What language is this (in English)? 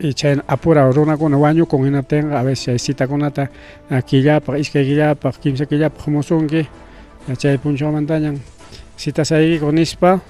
Ayacucho Quechua